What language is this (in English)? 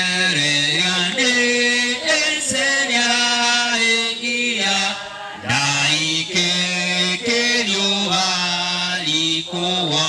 Gusii